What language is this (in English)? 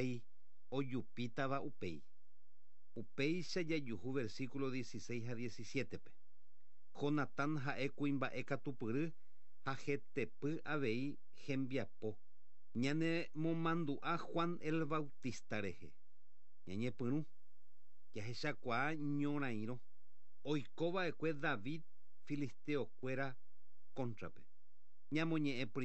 Guarani